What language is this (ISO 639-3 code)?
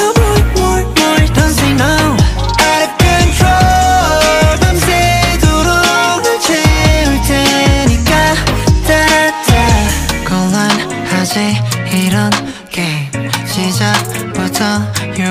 kor